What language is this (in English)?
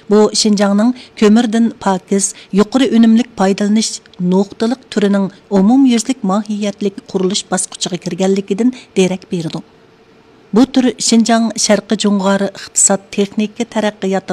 Uyghur